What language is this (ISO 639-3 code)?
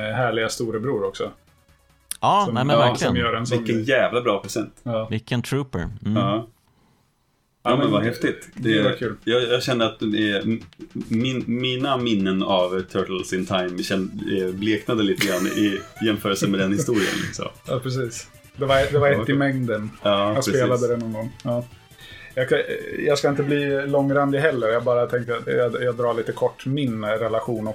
swe